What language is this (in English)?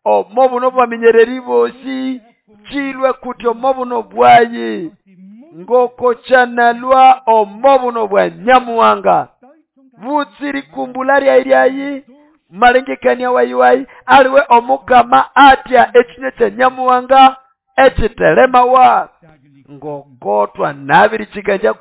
Nande